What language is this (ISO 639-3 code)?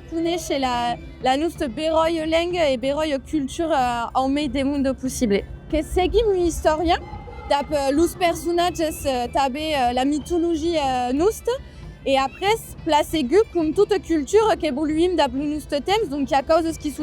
oci